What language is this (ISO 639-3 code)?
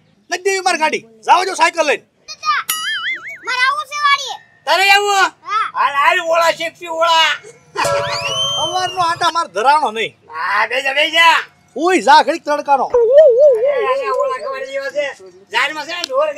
guj